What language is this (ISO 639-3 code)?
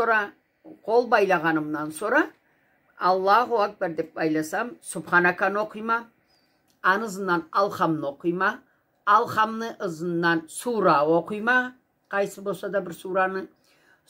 krc